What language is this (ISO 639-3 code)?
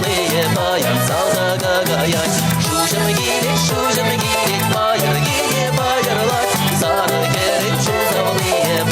chv